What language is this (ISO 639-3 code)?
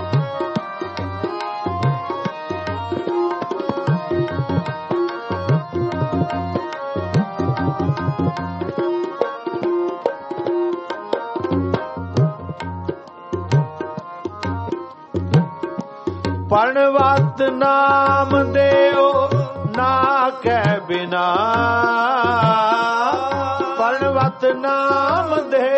pan